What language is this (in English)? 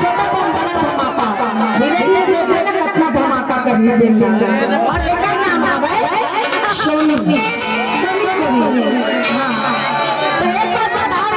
Chhattisgarhi